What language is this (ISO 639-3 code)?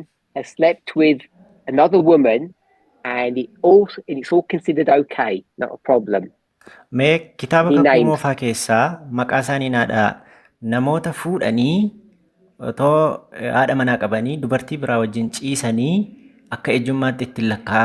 orm